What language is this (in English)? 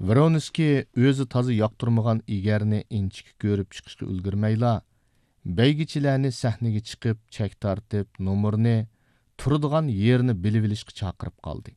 Uyghur